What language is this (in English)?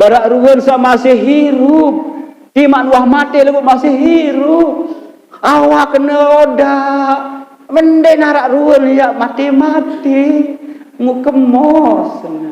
Sasak